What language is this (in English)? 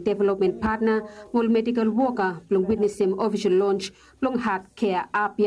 Bislama